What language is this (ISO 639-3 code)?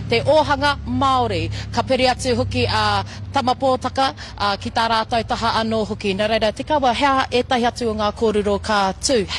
mri